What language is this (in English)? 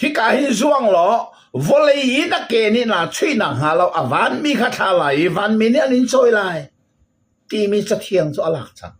Hakha Chin